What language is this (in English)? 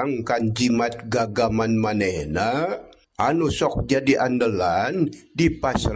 Sundanese